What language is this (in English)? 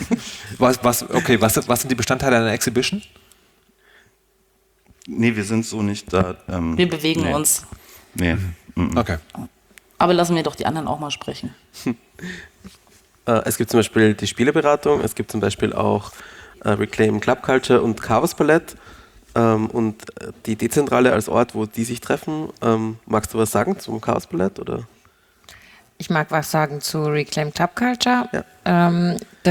German